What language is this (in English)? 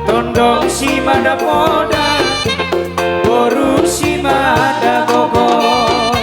Batak Simalungun